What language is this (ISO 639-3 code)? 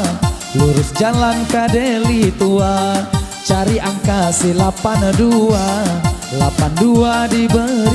min